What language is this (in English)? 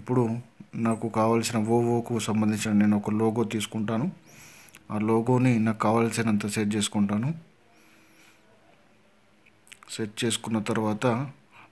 Telugu